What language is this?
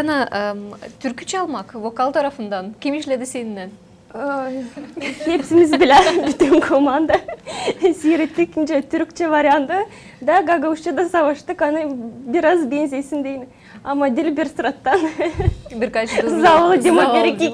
Gagauz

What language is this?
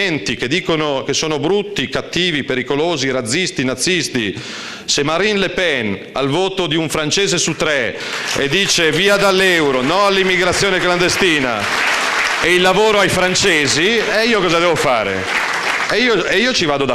Italian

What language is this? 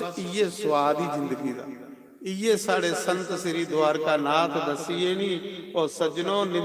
Dogri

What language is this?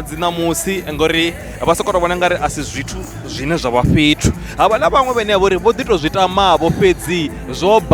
Venda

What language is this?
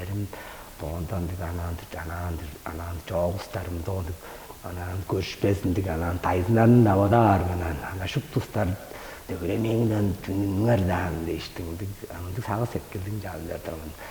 Tuvinian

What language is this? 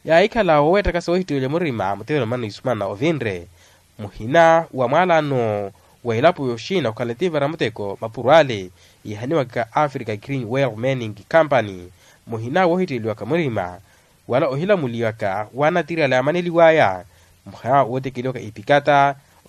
Makhuwa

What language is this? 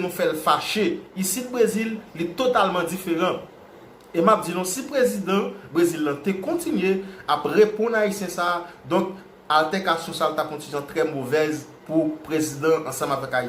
Haitian Creole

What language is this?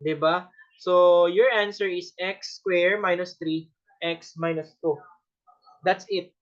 Cebuano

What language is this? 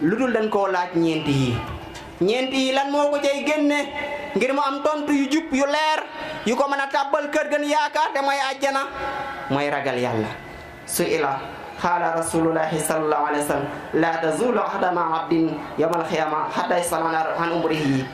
Wolof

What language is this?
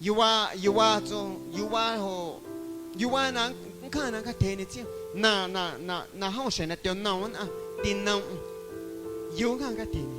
Guerrero Amuzgo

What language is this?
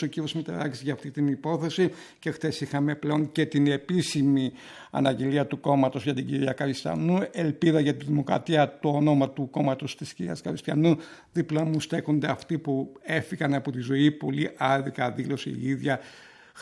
Greek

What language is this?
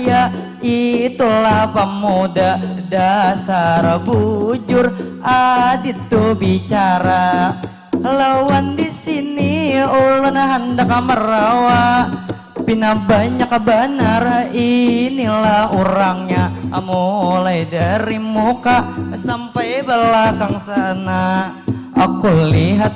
Banjar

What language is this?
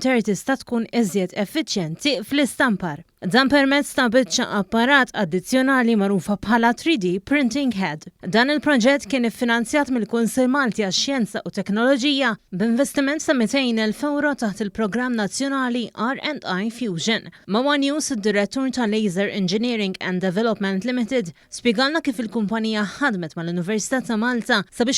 Maltese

